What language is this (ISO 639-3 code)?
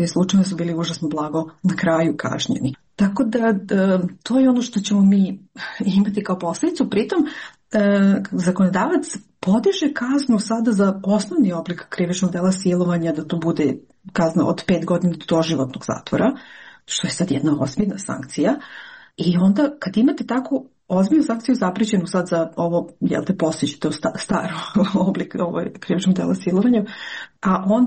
srp